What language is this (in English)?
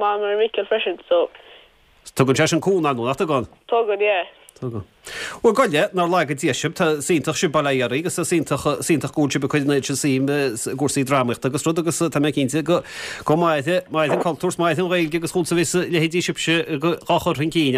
Irish